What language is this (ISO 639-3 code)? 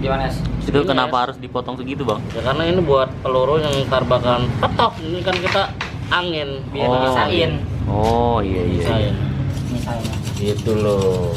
bew